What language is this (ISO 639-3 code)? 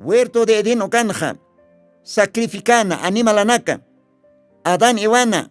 aym